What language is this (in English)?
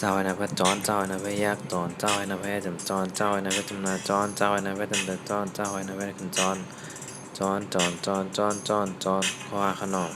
Shan